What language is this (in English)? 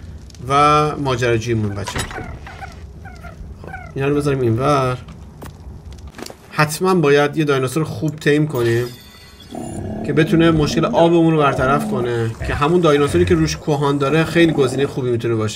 Persian